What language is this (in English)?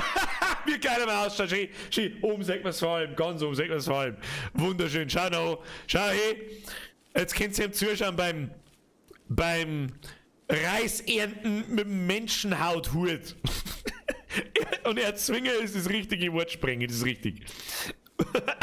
Bavarian